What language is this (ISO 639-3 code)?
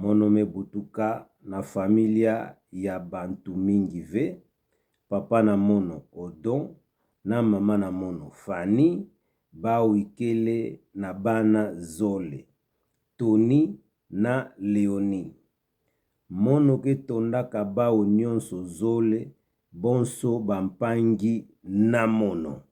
ktu